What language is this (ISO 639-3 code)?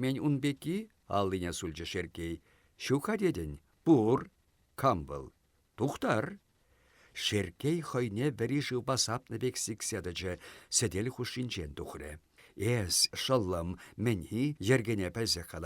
chv